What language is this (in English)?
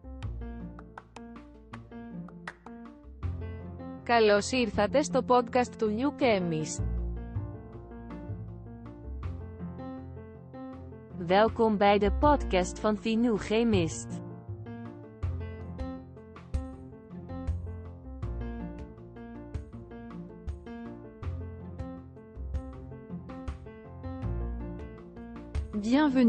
Italian